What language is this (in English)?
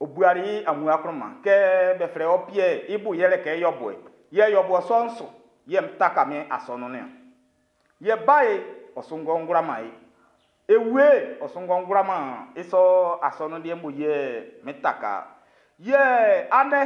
Baoulé